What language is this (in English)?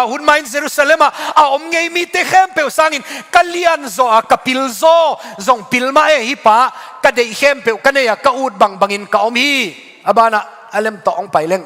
Tedim Chin